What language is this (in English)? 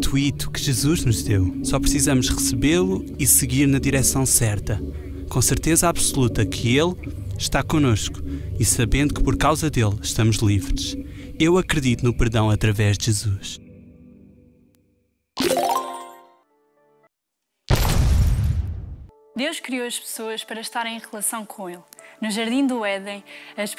Portuguese